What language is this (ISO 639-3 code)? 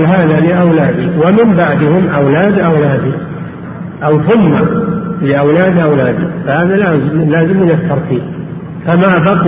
ara